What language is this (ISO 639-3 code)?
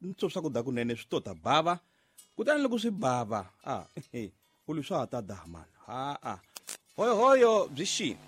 tso